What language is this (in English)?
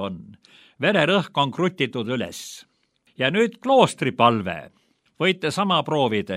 Estonian